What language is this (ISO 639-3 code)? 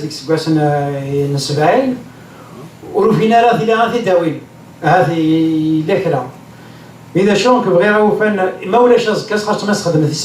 kab